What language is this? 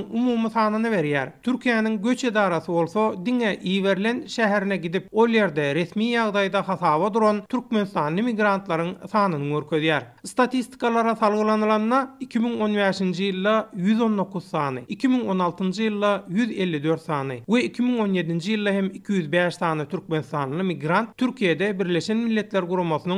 Turkmen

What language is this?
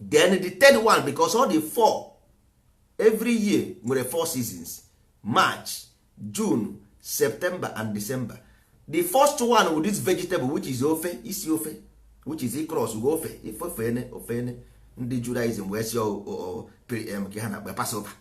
Igbo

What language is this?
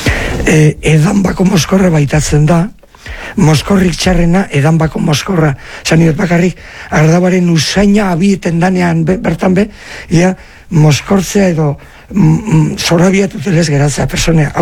Basque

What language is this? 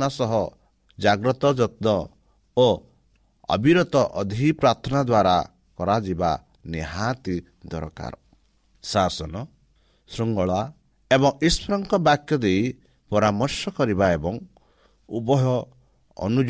Odia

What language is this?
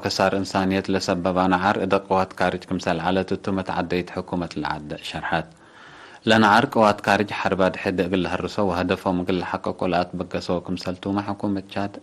Tigre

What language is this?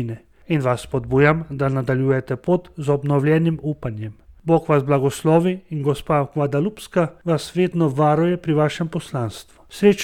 Slovenian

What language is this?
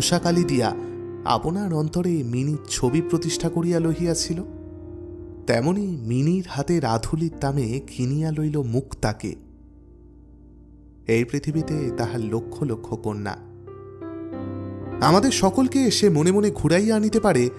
Bangla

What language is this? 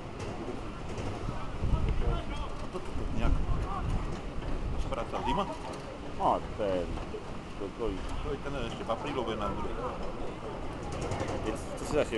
Czech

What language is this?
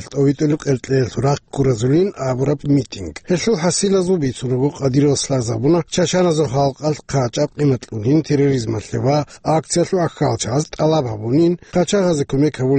Avaric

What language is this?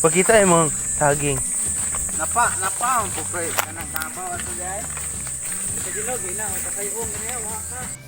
Cebuano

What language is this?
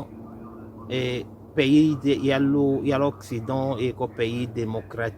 Tetela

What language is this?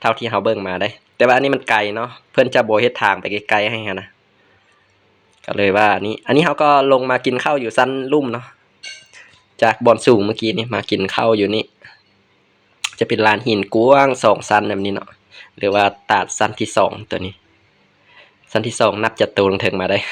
Lao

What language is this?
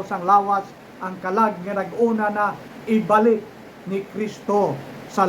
Hiligaynon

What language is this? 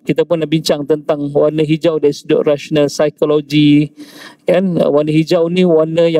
Malay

